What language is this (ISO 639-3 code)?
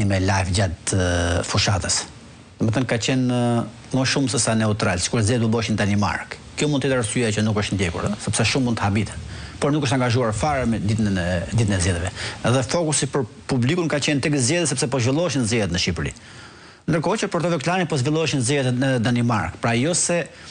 sqi